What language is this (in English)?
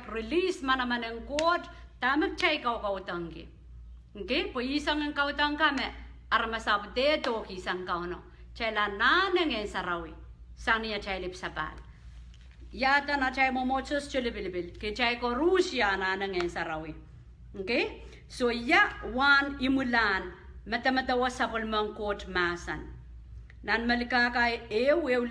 Pohnpeian